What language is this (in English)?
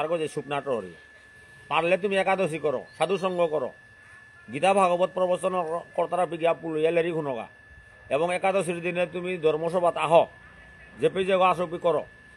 Bishnupriya